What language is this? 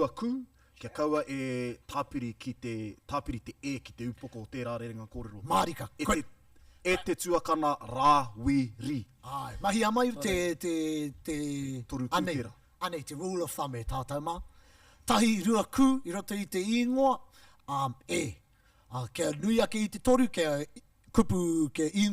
Māori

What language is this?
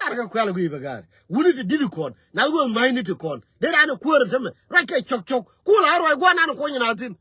Nuer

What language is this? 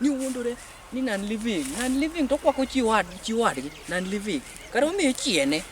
Luo (Kenya and Tanzania)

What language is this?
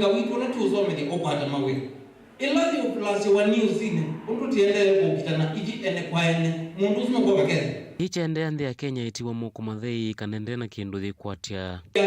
Kamba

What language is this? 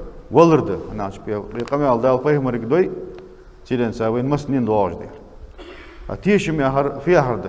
Ingush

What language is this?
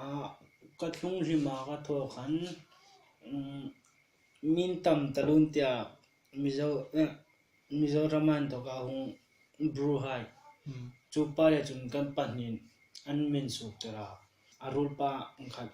Hmar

